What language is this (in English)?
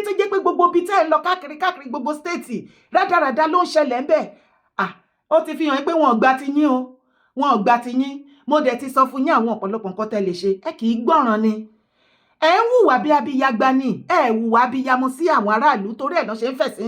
Yoruba